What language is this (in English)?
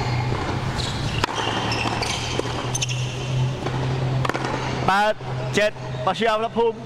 Thai